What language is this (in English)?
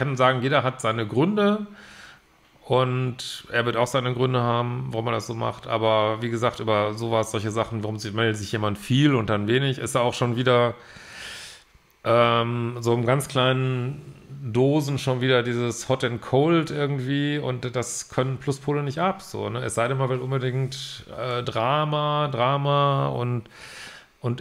German